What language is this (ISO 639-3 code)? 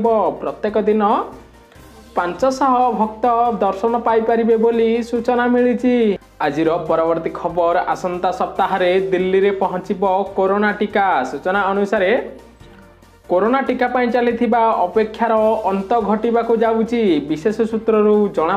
ori